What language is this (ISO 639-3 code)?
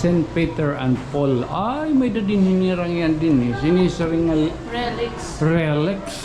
war